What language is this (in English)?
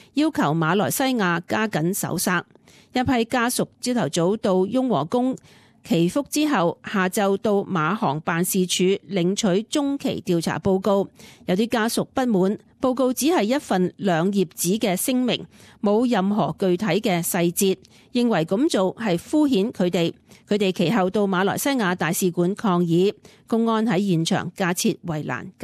Cantonese